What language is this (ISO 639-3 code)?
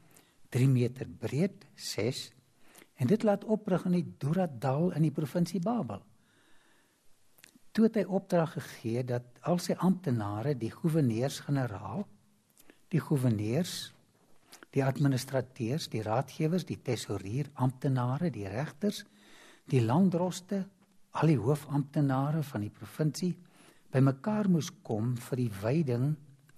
afr